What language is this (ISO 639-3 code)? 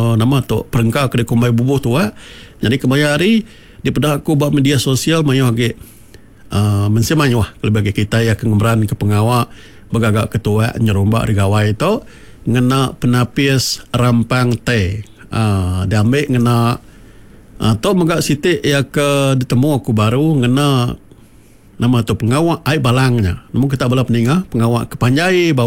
iba